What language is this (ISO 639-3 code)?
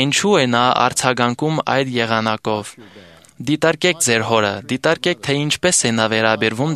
hye